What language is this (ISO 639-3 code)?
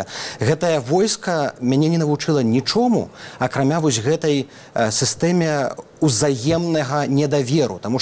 bel